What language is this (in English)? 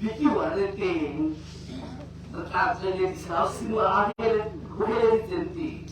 Tswana